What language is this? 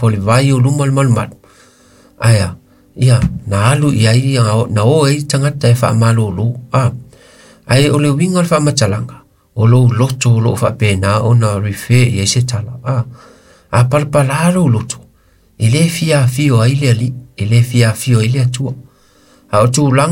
Samoan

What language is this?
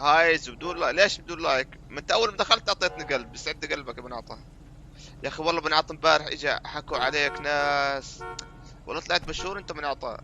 North Levantine Arabic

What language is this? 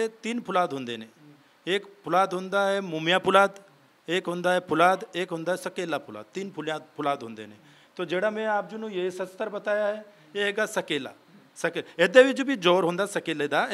Punjabi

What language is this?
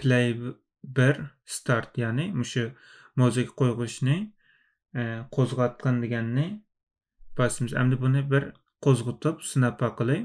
Uyghur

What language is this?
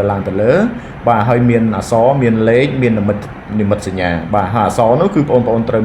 Khmer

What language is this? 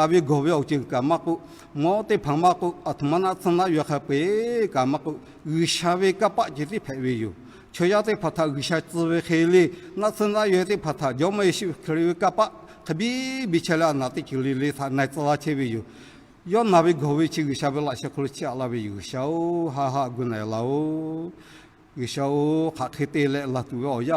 Lahu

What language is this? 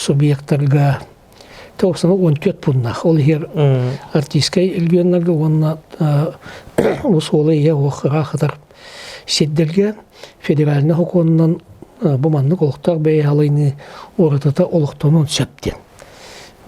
Yakut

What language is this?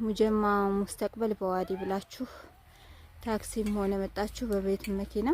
Amharic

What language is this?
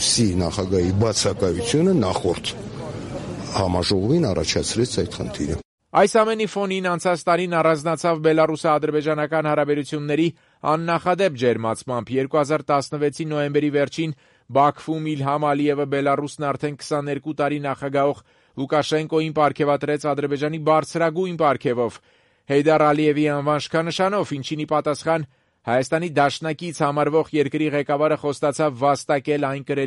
Armenian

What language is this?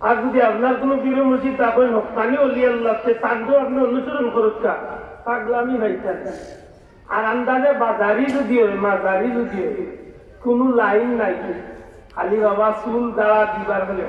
Sylheti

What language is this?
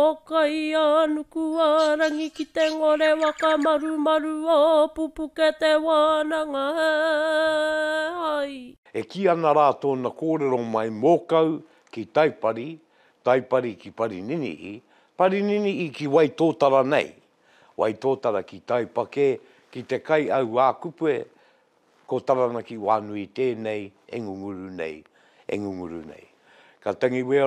Māori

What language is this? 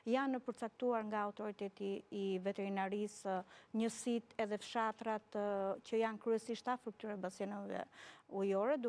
Albanian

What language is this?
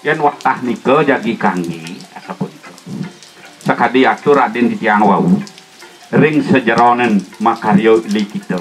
Balinese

